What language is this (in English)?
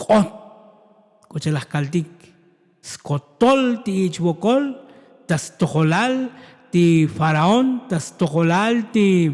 Tzotzil